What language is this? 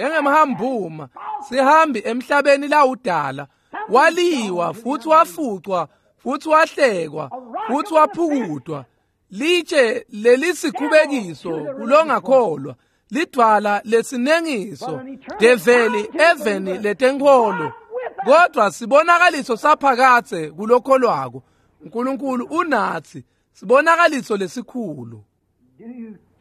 Swati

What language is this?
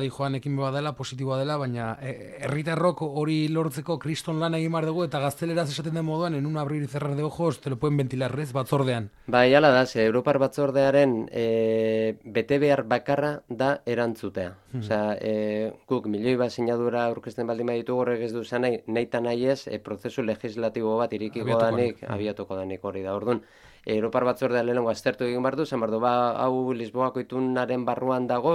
Basque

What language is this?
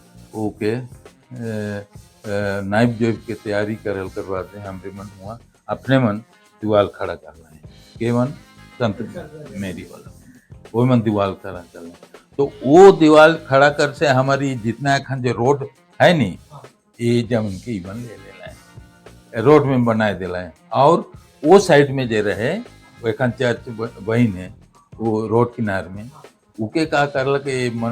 Sadri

